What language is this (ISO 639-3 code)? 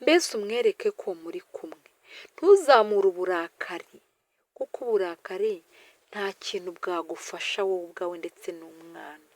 kin